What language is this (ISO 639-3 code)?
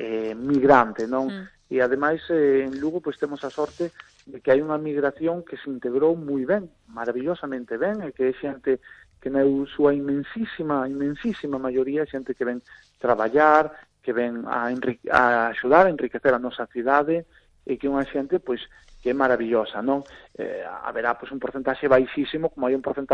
glg